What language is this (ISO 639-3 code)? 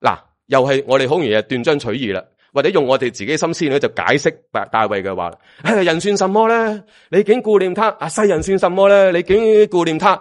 yue